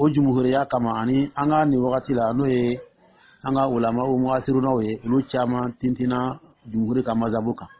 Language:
Dyula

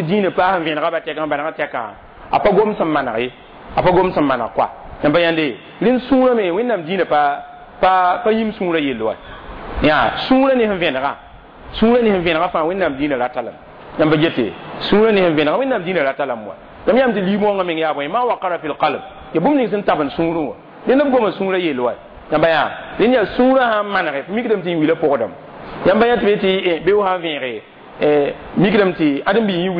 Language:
Mossi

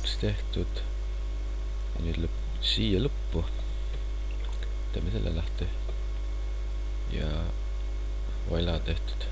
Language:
Estonian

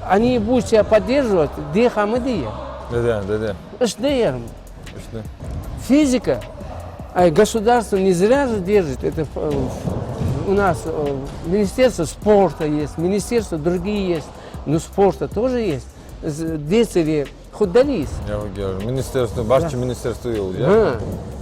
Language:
Ingush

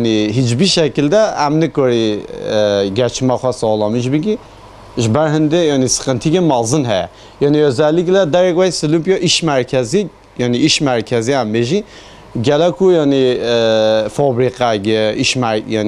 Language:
Kurdish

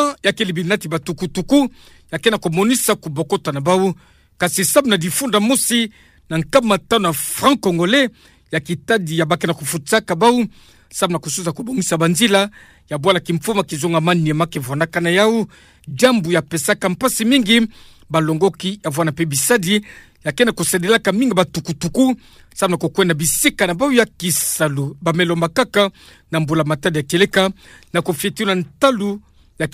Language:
Kituba (Democratic Republic of Congo)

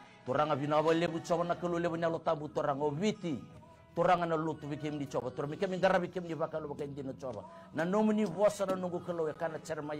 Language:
Fijian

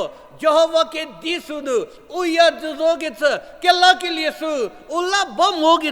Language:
Angami Naga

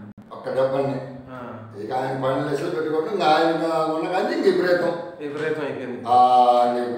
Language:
Telugu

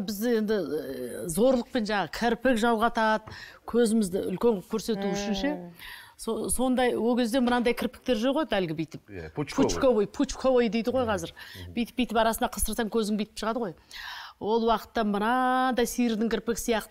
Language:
Kazakh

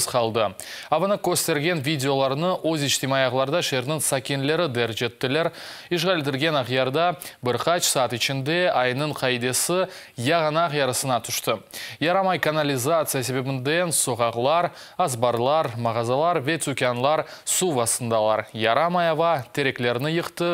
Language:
Crimean Tatar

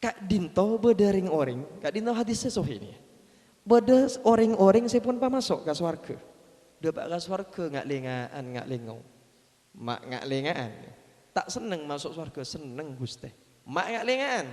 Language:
Madurese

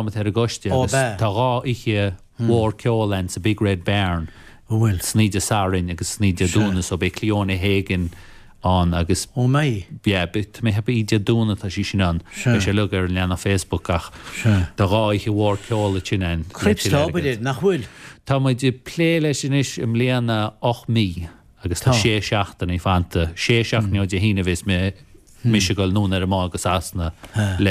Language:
Irish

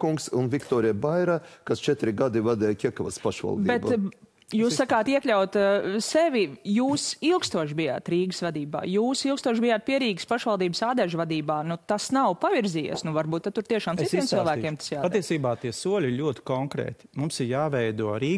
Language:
Latvian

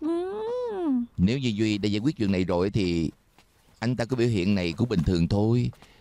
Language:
Vietnamese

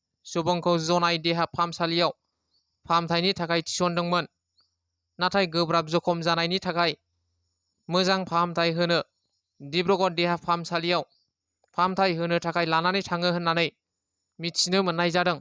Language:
Bodo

